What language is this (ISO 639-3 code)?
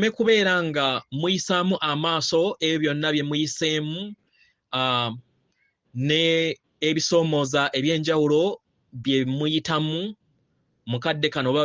lug